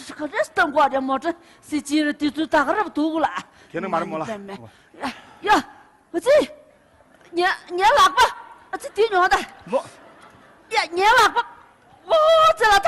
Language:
Tibetan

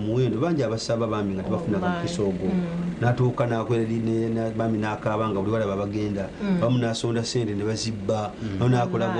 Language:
Nyankole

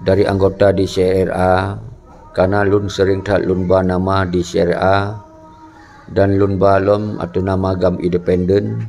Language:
Achinese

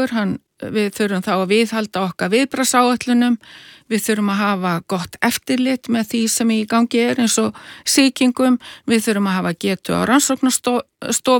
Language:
Icelandic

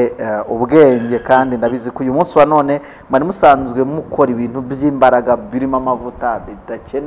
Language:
Kinyarwanda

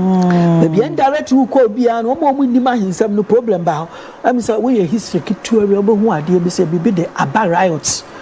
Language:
Akan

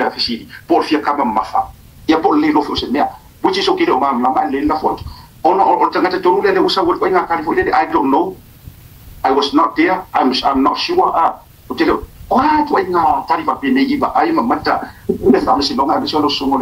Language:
Samoan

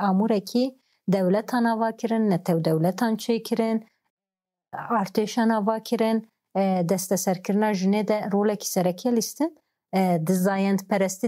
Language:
Kurdish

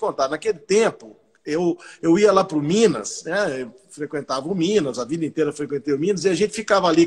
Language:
Portuguese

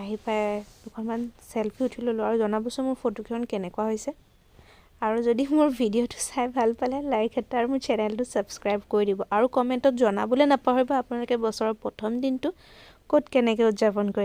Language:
Assamese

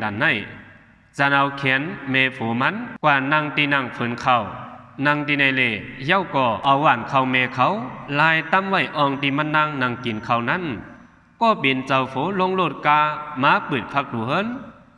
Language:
Shan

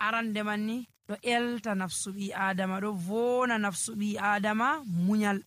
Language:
Nigerian Fulfulde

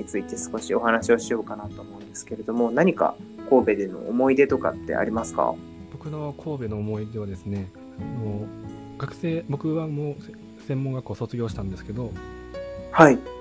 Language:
Japanese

